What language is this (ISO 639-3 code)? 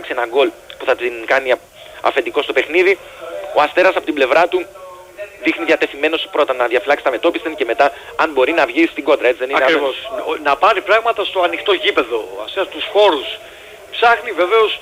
ell